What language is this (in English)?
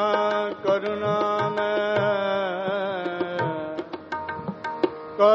Punjabi